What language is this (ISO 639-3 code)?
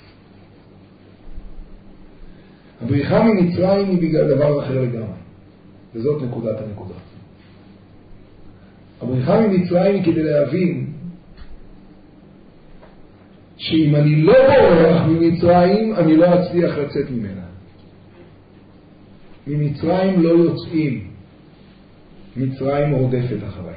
heb